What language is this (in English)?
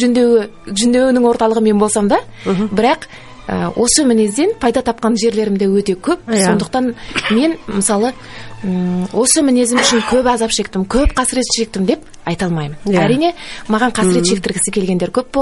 Kazakh